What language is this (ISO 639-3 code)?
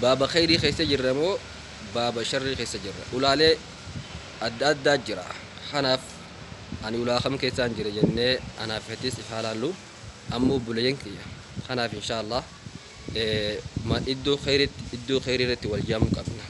orm